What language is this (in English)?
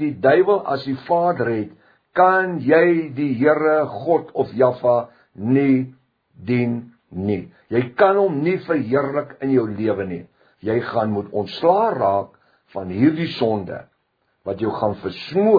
Afrikaans